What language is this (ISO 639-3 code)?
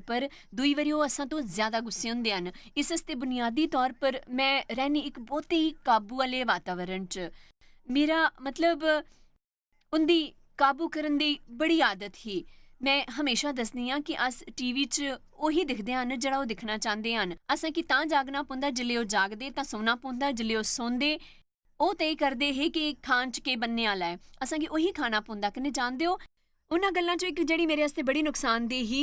doi